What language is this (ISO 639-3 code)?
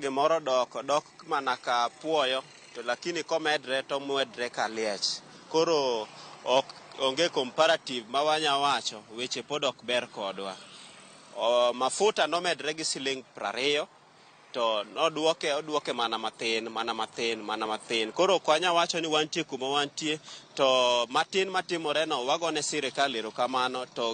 luo